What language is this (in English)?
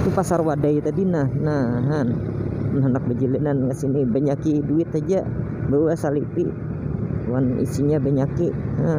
Banjar